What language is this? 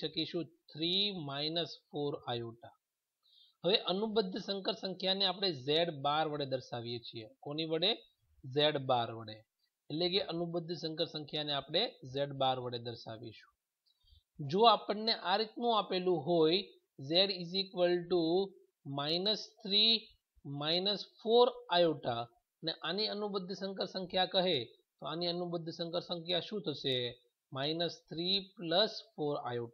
Gujarati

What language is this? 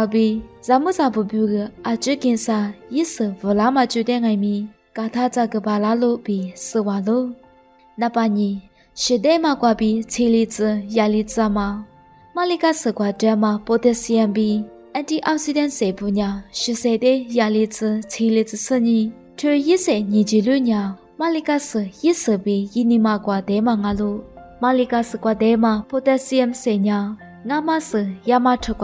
Lisu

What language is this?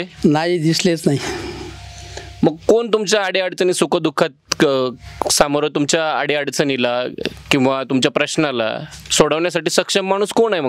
Marathi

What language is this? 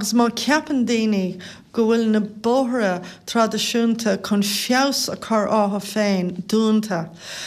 Irish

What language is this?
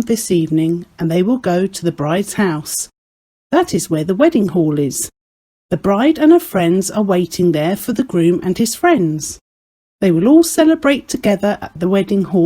English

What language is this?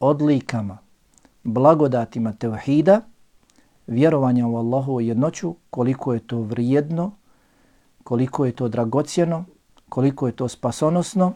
Bosnian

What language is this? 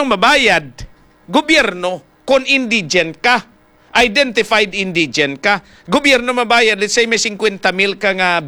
Hiligaynon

